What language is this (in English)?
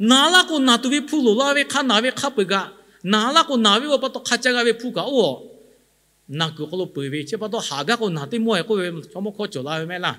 Lahu